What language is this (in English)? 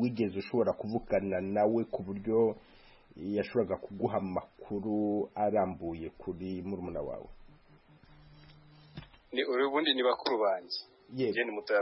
Kinyarwanda